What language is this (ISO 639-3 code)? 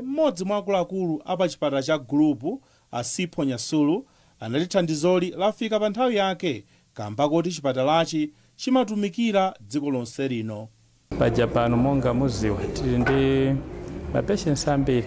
nya